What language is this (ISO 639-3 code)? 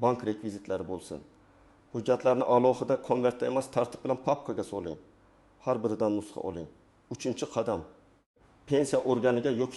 uzb